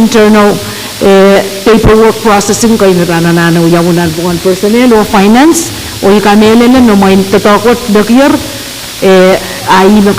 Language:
Pohnpeian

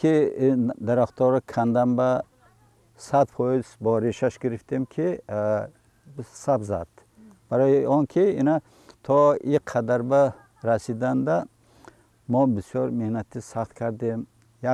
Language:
Tajik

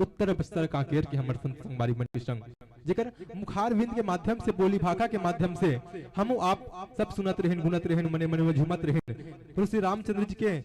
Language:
Chhattisgarhi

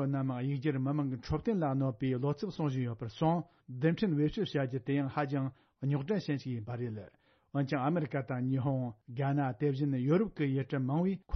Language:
Tibetan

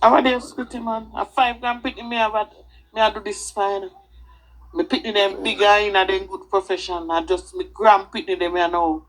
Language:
Jamaican Creole English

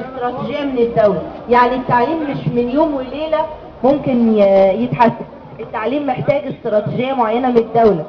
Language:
Egyptian Arabic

